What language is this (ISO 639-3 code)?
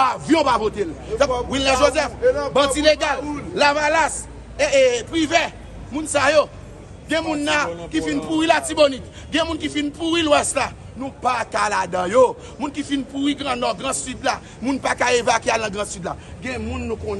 hat